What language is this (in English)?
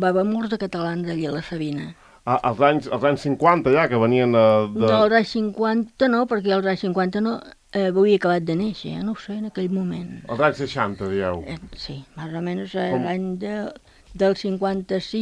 Catalan